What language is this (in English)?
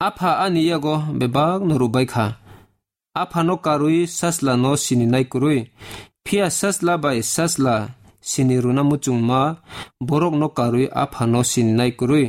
Kok Borok